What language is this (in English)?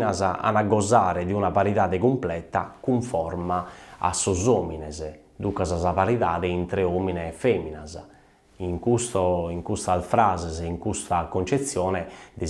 Sardinian